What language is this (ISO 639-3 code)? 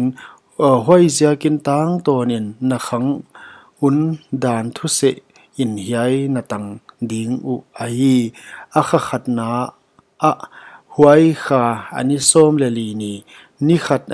pck